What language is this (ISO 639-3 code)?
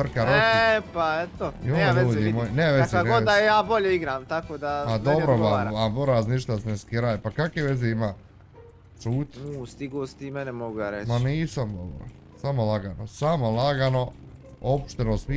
bos